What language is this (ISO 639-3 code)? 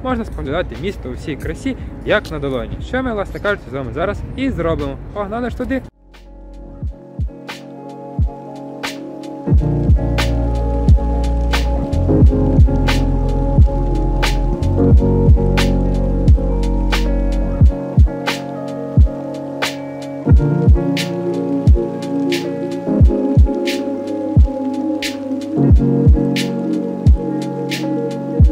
ukr